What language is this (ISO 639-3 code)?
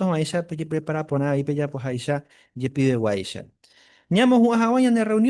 grn